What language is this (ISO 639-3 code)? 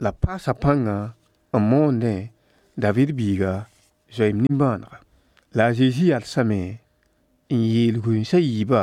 mos